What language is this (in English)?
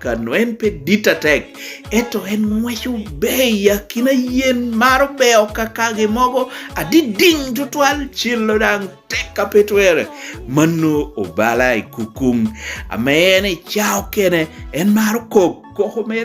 Lango (Uganda)